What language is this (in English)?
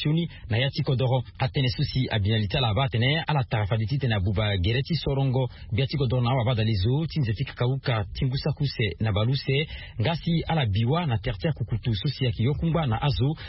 Sango